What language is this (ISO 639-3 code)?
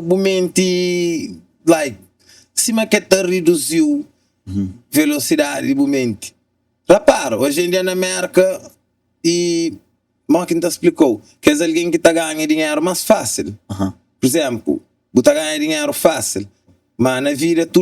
kea